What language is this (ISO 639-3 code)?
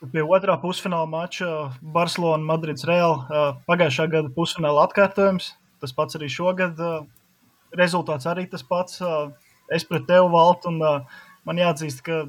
lav